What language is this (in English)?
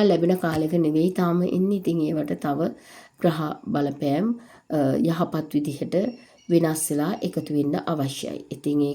Sinhala